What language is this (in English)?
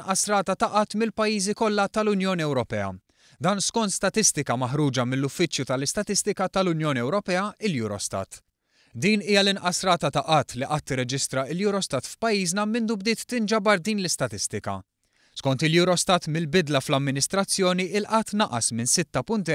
Maltese